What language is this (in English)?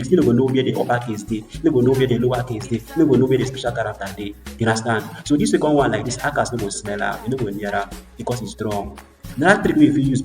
Nigerian Pidgin